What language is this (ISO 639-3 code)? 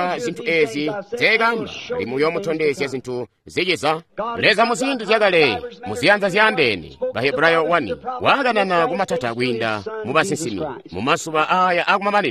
toi